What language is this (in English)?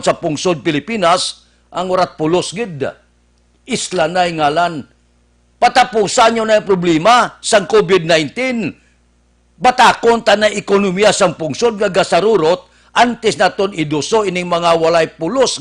Hiligaynon